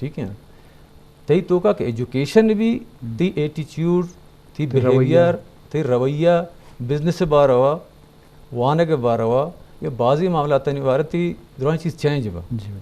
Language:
Eastern Balochi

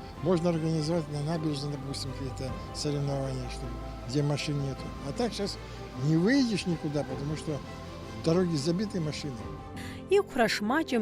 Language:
Abkhazian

